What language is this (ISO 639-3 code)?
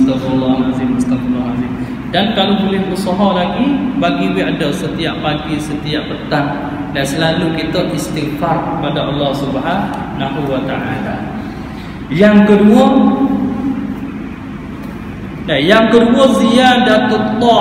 msa